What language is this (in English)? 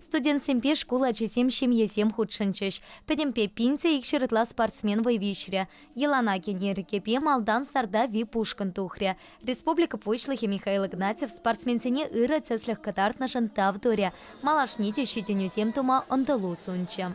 Chuvash